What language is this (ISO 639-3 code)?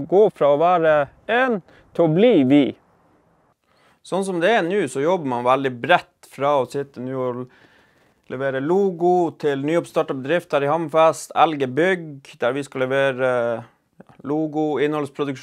nor